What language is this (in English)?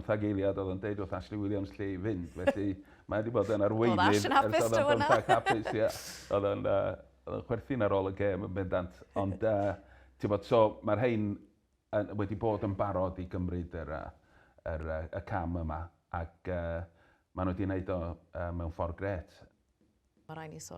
Welsh